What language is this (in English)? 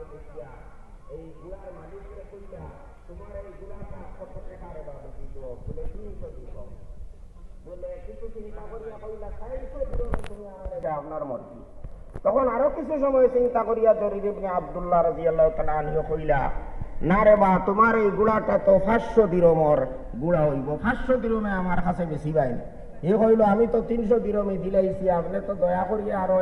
Sylheti